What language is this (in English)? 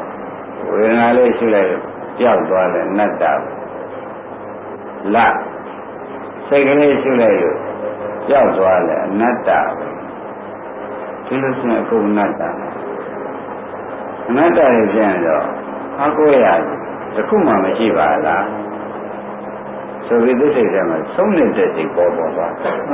Burmese